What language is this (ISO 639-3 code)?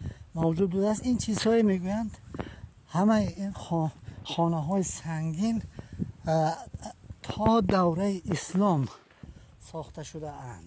tgk